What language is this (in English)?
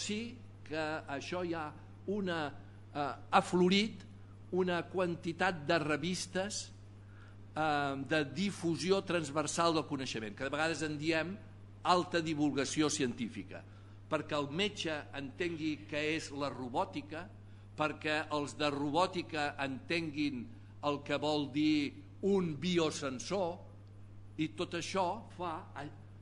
Catalan